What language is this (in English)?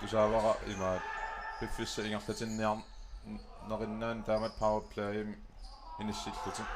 Kalaallisut